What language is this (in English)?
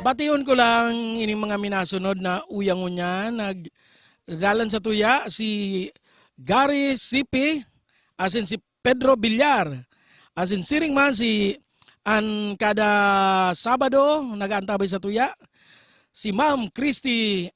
Bikol